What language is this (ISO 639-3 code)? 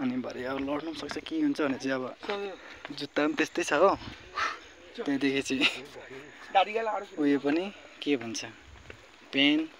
nep